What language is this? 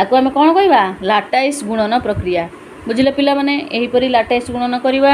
Odia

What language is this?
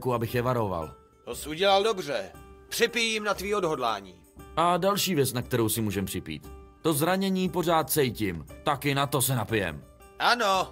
Czech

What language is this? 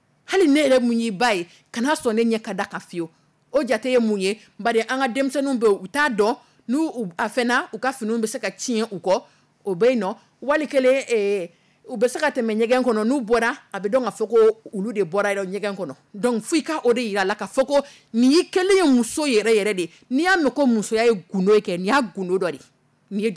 Dyula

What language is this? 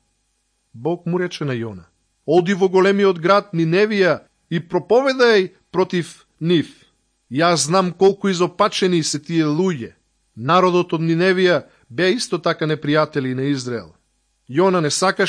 Macedonian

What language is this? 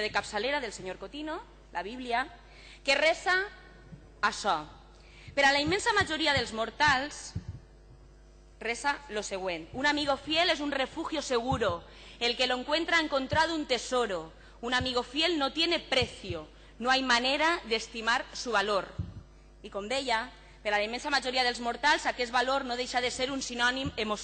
Catalan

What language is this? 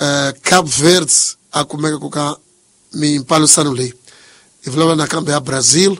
Tsonga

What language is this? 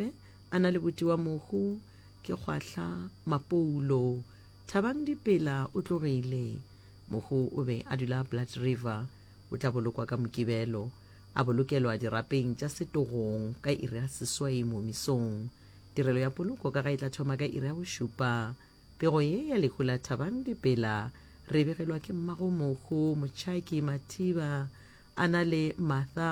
Northern Sotho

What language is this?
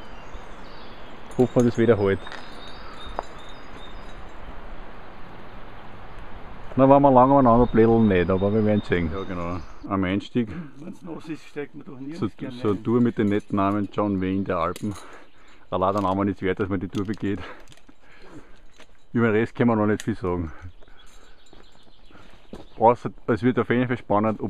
German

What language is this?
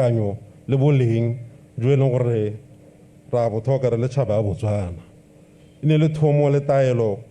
Tswana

